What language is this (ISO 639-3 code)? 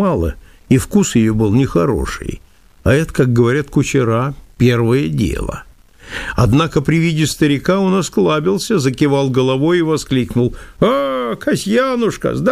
rus